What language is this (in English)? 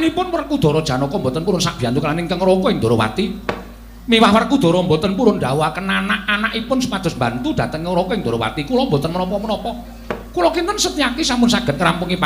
Javanese